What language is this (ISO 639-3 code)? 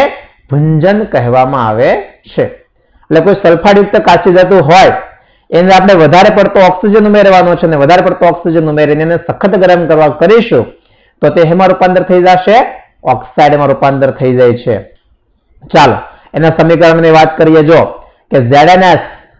guj